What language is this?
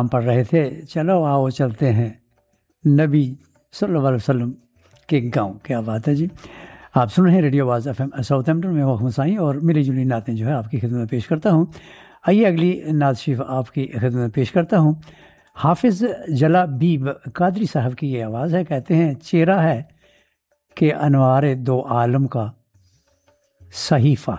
Urdu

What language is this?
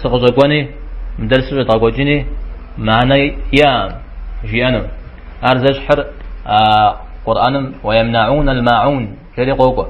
Kabardian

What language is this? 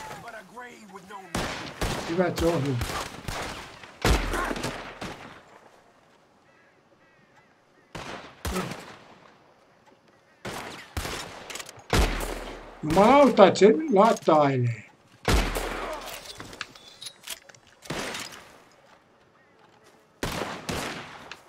Finnish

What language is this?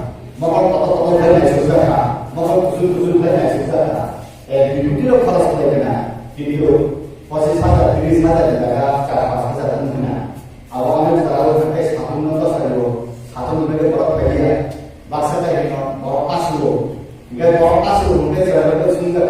Kok Borok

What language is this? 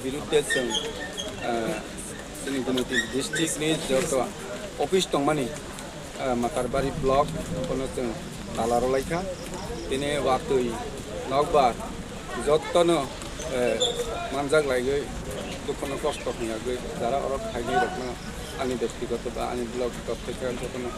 Riang (India)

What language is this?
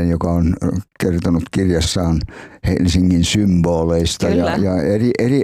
Finnish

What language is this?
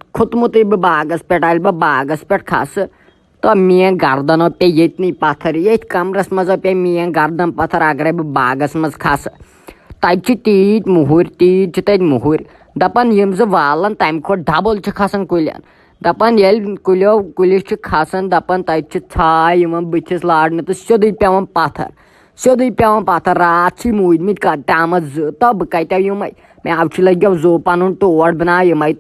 Kashmiri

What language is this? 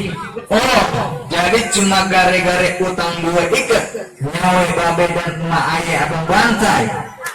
Betawi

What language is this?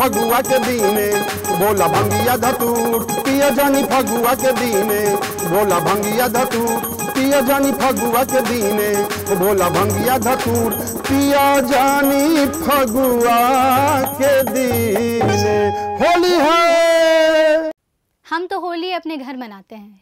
Bhojpuri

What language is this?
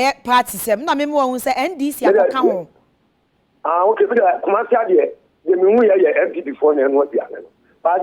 Akan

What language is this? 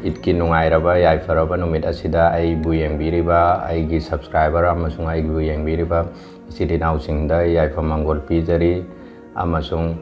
Manipuri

